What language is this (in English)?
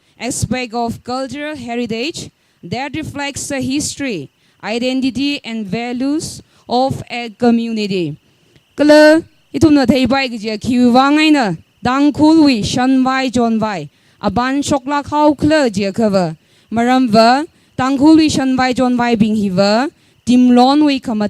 Tangkhul Naga (India)